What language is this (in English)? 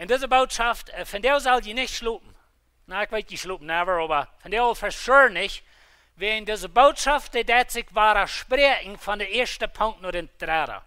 Plautdietsch